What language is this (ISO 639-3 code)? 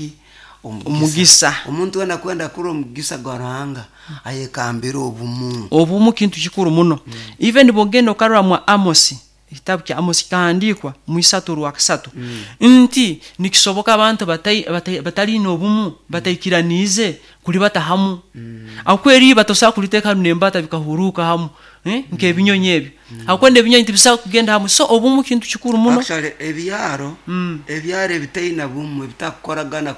nyo